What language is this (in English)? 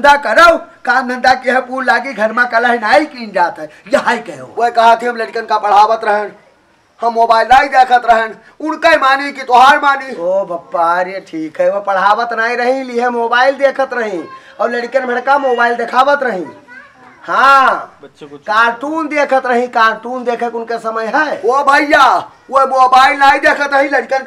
Awadhi